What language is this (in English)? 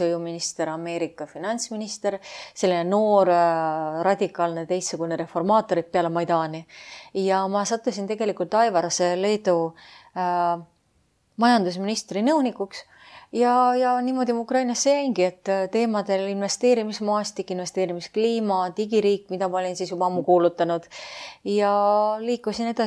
Estonian